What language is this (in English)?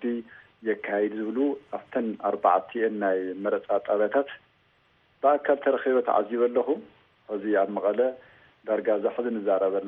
Tigrinya